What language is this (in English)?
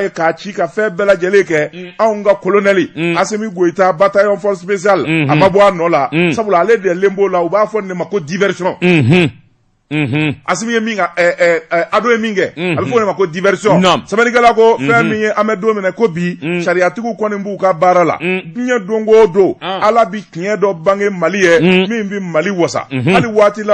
Bambara